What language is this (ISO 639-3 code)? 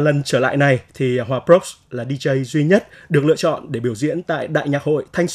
vie